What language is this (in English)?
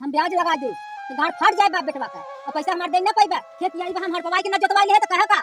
Awadhi